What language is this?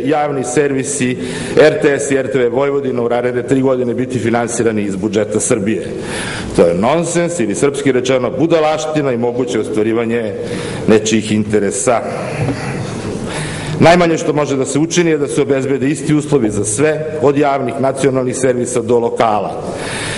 Serbian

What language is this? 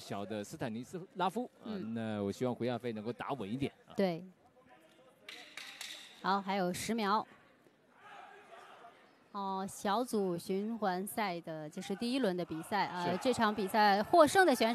Chinese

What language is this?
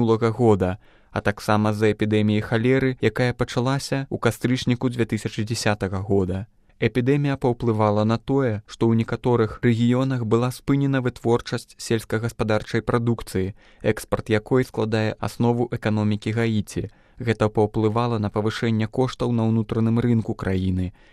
Belarusian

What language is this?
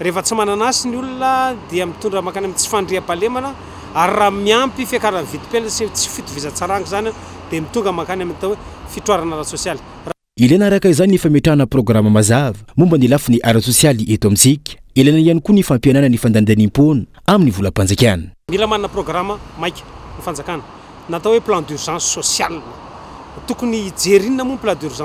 Malagasy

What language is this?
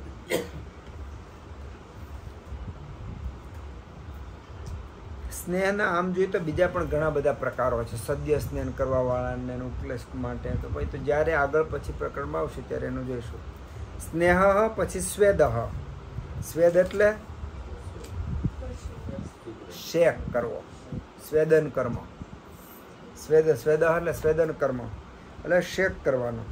Gujarati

